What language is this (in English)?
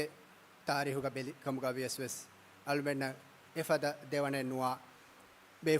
Divehi